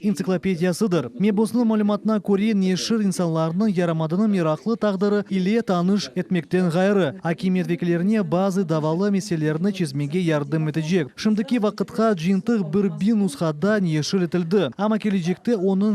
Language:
Crimean Tatar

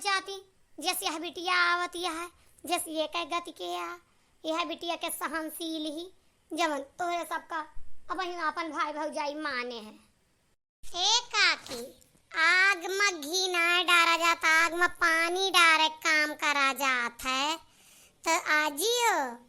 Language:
Awadhi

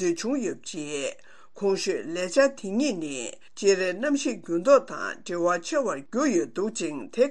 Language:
Tibetan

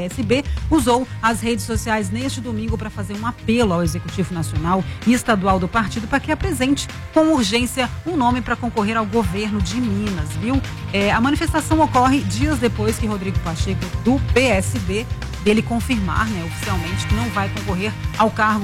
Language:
Portuguese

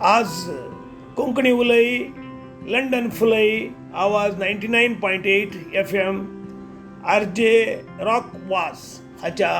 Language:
Konkani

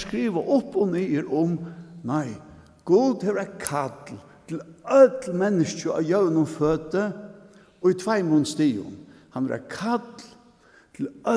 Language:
Faroese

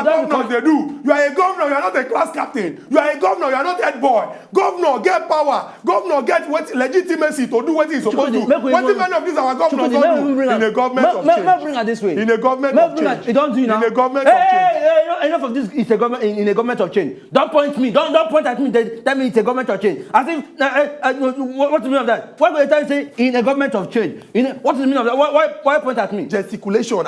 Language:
Nigerian Pidgin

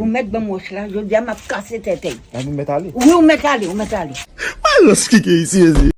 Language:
Haitian Creole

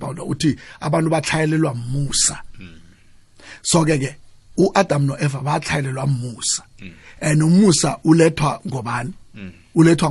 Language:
South Ndebele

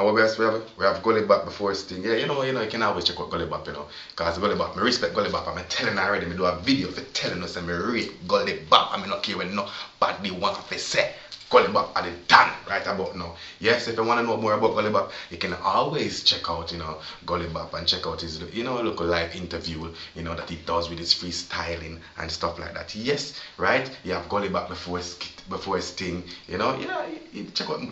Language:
Jamaican Creole English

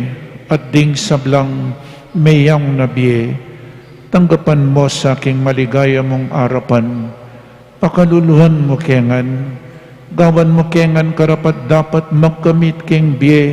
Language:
Pampanga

